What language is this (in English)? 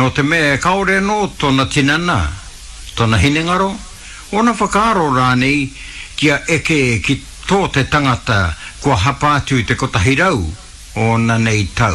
Māori